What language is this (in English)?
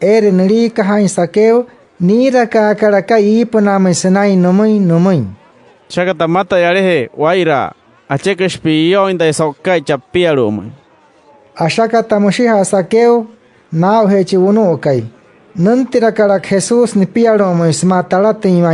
Wayuu